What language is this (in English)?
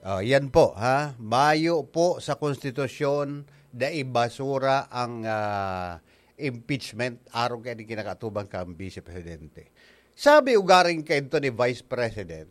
Bikol